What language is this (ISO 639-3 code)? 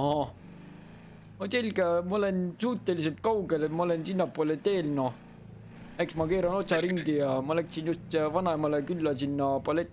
est